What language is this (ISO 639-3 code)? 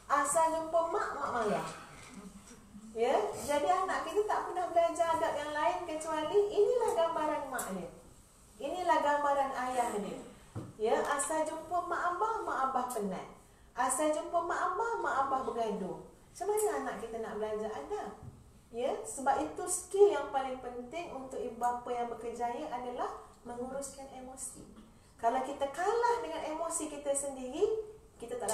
msa